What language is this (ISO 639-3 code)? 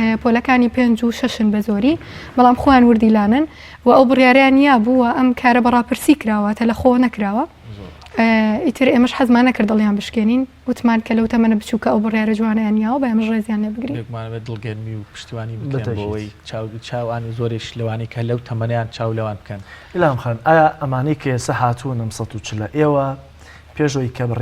ckb